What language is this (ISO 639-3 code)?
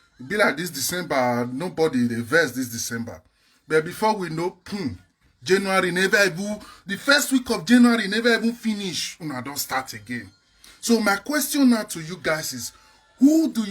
pcm